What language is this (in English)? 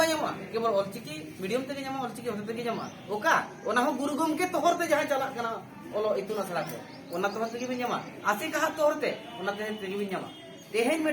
Santali